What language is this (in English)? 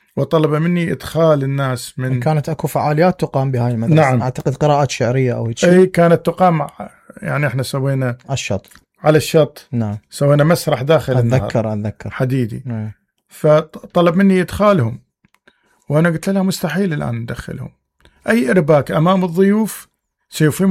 Mesopotamian Arabic